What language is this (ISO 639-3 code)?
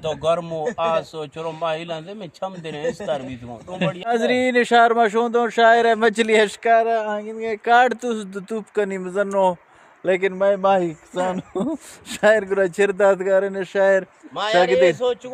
bgp